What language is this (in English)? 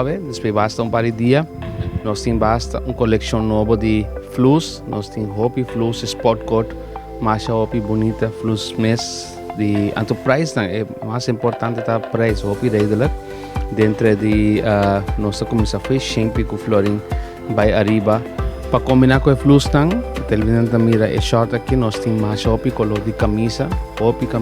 Papiamento